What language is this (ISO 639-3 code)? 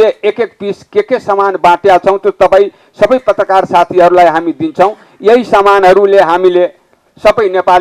nep